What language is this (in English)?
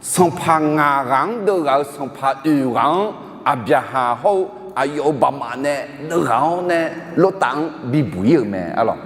Akha